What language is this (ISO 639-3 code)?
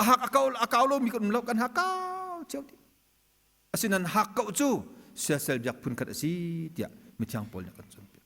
cnh